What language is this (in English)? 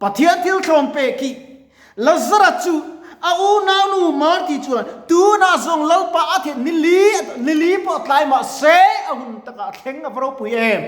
Mizo